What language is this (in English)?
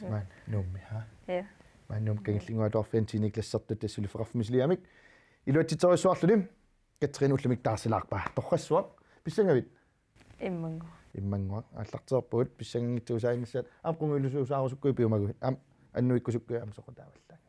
Kalaallisut